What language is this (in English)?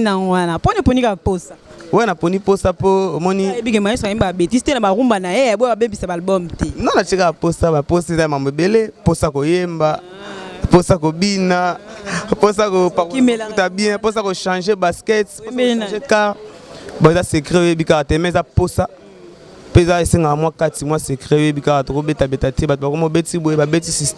Lingala